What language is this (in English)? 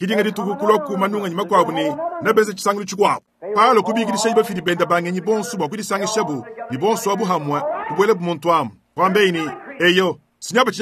Luba-Lulua